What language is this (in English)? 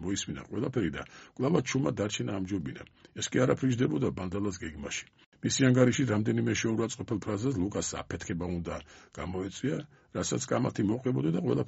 Georgian